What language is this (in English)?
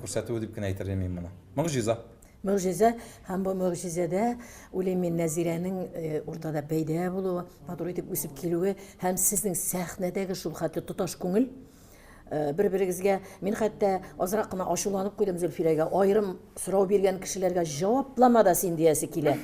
Tatar